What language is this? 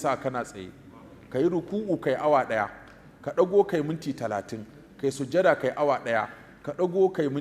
Hausa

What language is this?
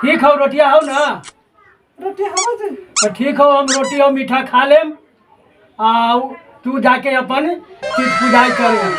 Magahi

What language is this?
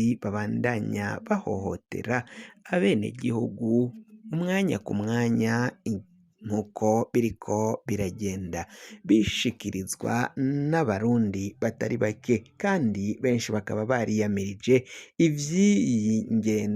Rundi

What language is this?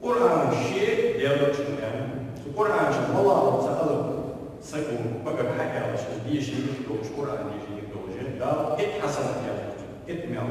Ingush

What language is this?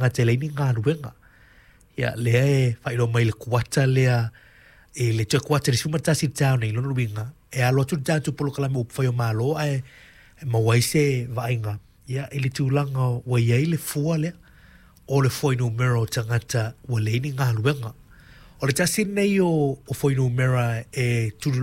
Samoan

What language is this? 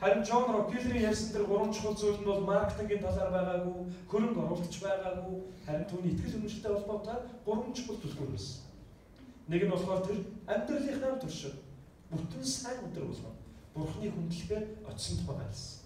Mongolian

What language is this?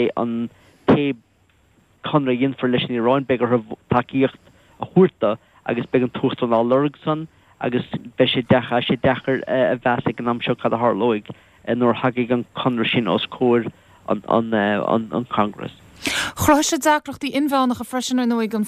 Irish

